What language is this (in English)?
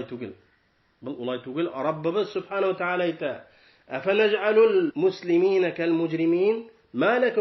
Bashkir